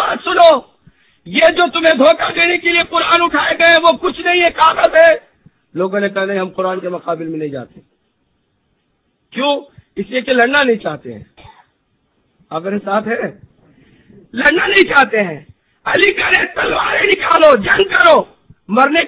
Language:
Urdu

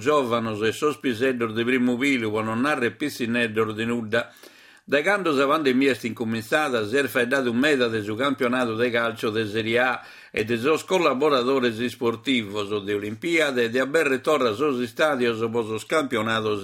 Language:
Sardinian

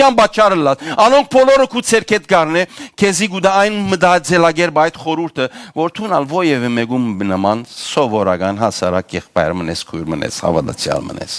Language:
Western Armenian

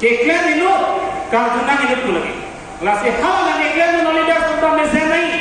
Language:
Karbi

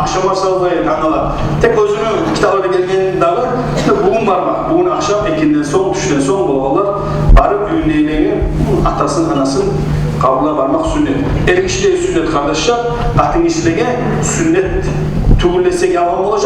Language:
Kumyk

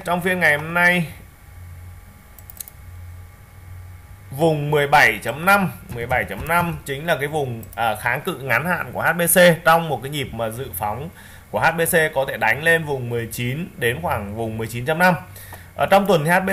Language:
Vietnamese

